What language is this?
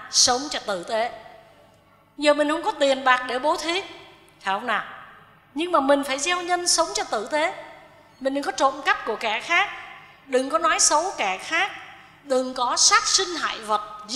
Vietnamese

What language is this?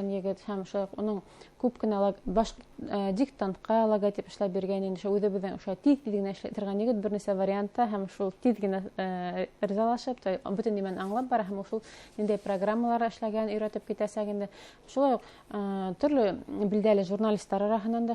Bashkir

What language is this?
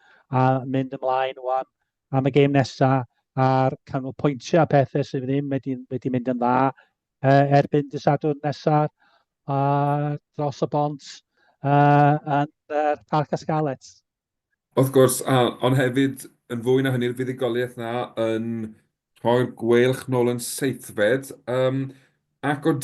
Welsh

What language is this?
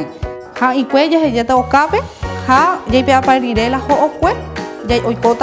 Guarani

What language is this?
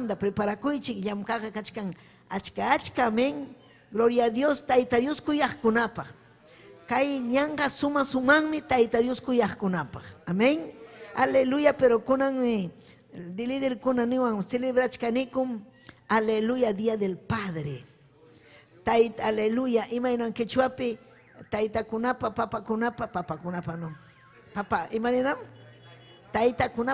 Ayacucho Quechua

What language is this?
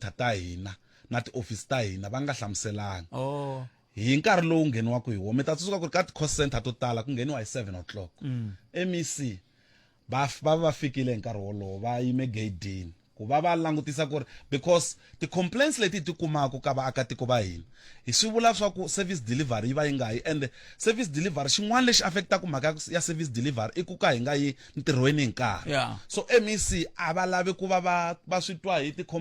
Tsonga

